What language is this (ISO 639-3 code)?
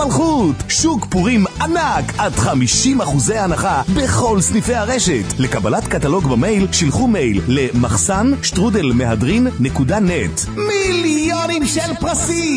heb